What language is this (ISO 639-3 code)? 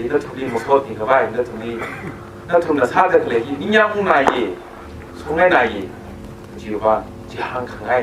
nmf